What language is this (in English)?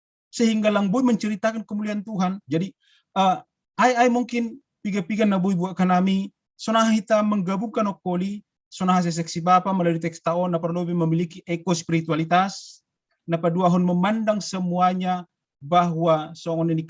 Batak Simalungun